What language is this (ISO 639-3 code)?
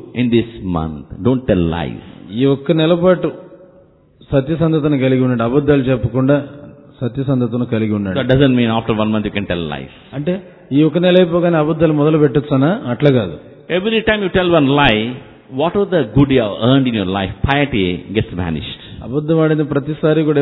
tel